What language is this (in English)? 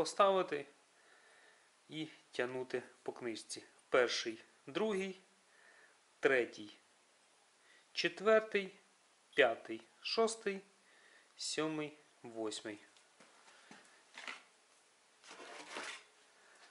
Ukrainian